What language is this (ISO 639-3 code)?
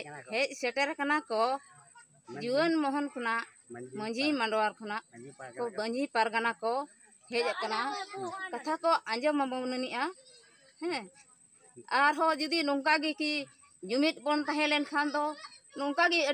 sat